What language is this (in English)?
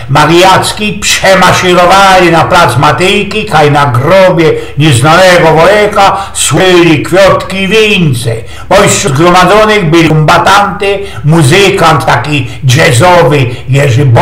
Silesian